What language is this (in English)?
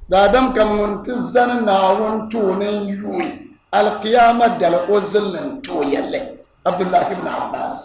Dagbani